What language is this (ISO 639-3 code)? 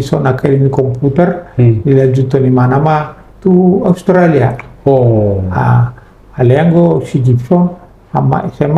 bbc